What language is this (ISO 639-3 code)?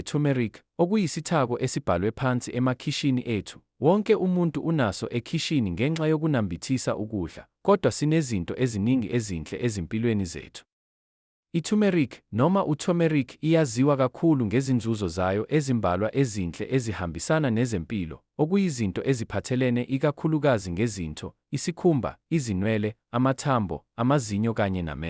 zul